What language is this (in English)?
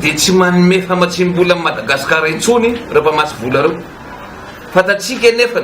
Malagasy